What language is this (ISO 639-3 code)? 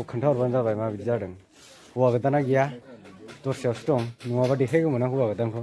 brx